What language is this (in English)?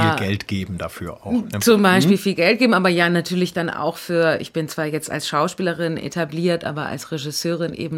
German